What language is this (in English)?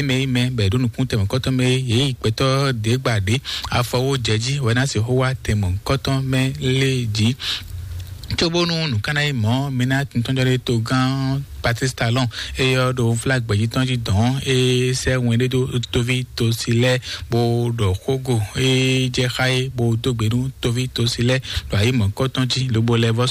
Fon